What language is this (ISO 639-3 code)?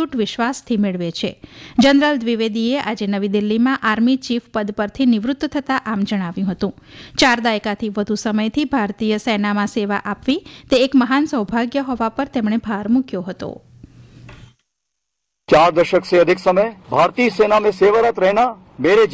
guj